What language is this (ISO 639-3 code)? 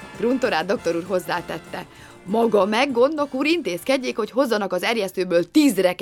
hun